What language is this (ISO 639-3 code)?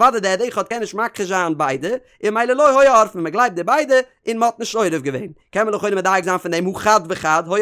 yid